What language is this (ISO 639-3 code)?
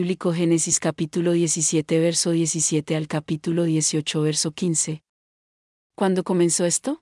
spa